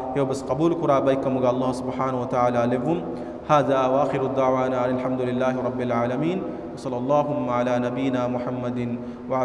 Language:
Divehi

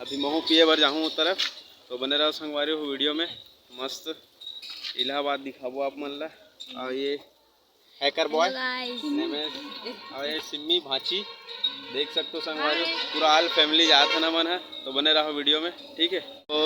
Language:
Chhattisgarhi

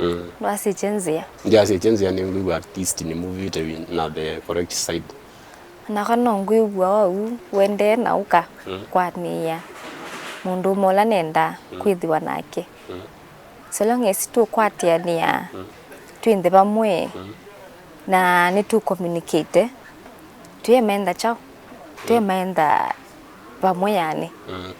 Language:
Kamba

